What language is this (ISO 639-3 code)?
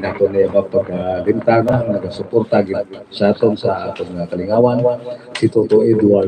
hil